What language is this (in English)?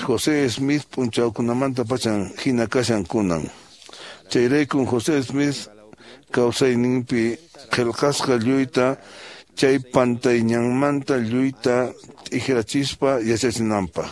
Quechua